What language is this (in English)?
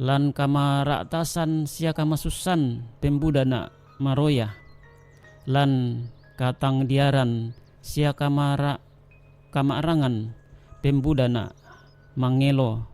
Toraja-Sa'dan